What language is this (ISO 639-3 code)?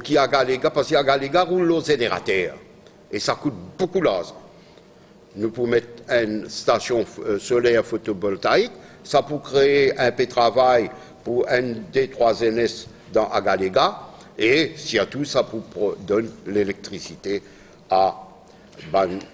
mfe